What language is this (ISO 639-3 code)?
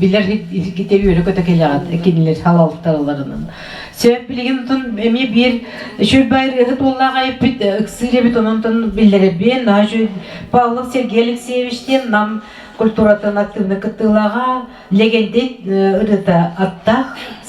sah